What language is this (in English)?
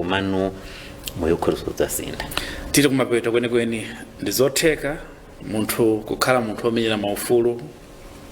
Nyanja